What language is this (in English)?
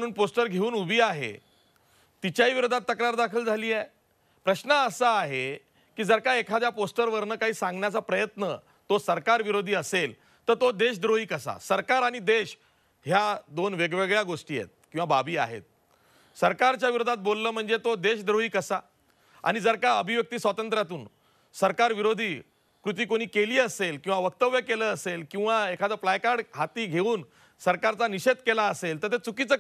Marathi